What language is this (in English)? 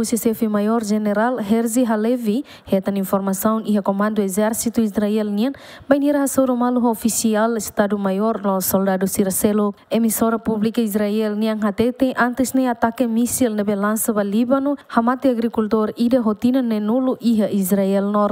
Tetum